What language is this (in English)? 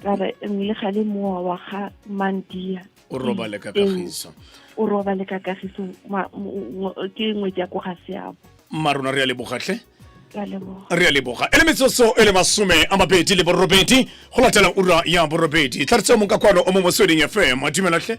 Tswana